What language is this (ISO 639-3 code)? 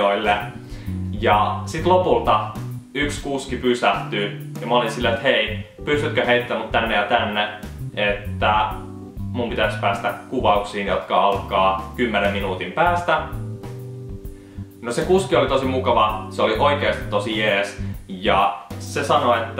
fin